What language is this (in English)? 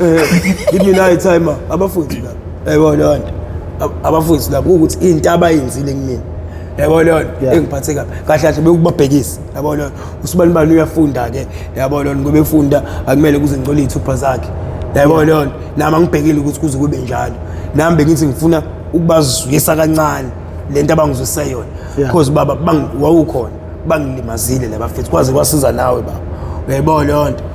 Zulu